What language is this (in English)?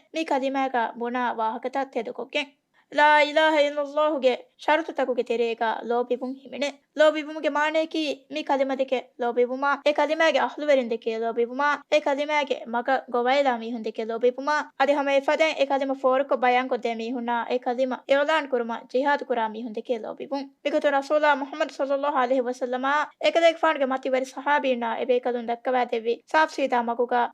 Divehi